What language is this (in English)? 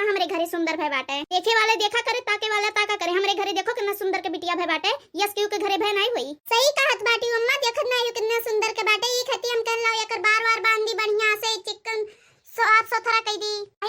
Awadhi